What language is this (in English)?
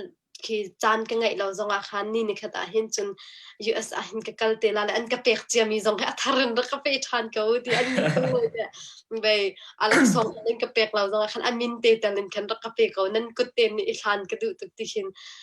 Hakha Chin